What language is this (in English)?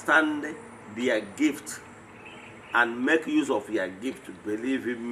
Igbo